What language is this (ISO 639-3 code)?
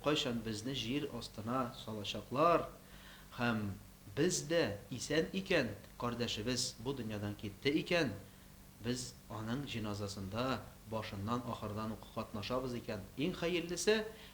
tat